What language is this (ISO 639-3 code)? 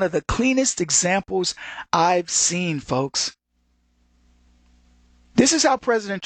eng